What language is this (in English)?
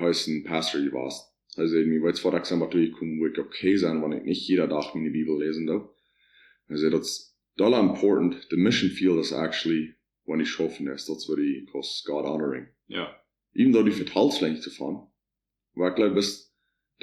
Plautdietsch